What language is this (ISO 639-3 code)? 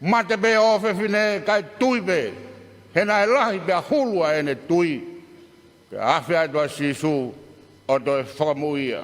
ton